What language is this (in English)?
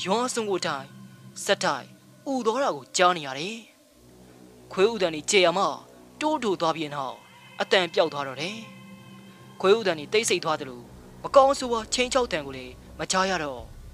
Burmese